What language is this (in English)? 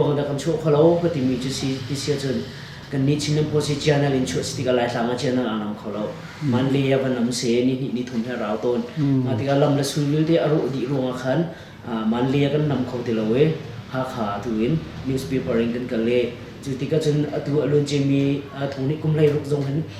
Hakha Chin